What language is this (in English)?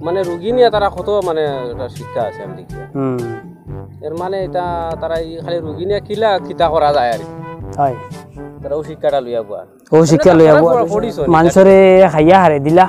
Sylheti